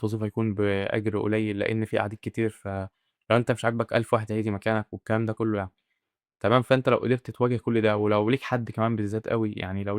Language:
Egyptian Arabic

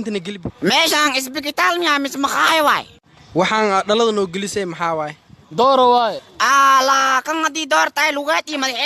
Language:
Somali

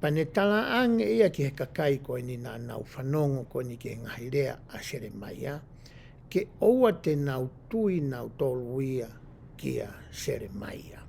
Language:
Tongan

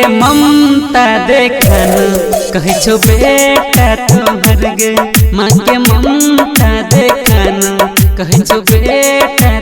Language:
Maithili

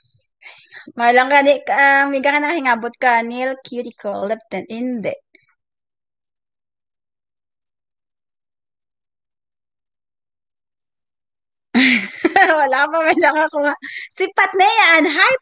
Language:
Filipino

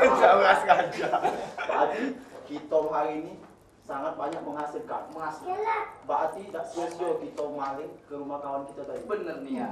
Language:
Musi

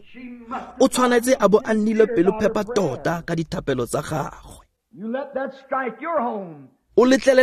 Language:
Tswana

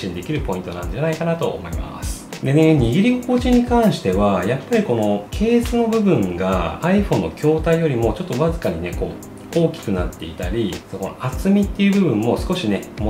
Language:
Japanese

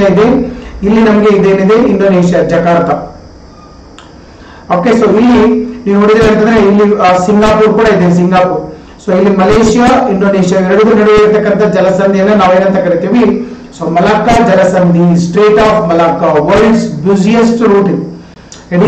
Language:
Kannada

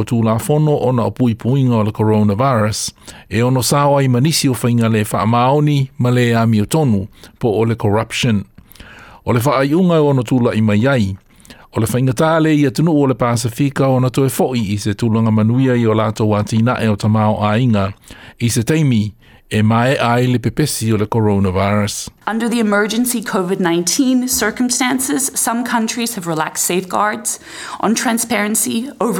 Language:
Samoan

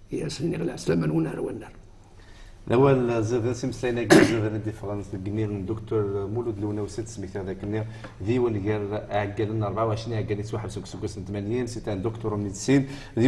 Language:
Kabyle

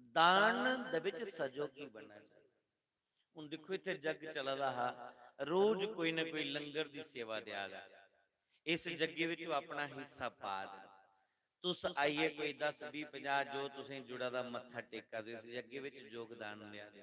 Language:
Dogri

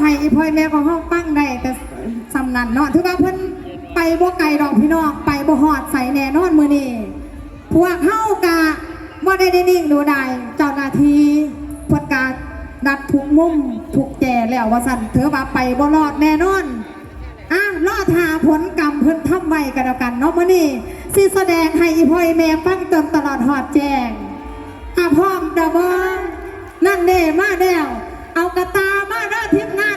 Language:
Northeastern Thai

